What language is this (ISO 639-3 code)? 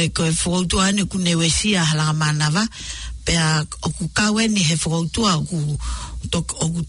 ton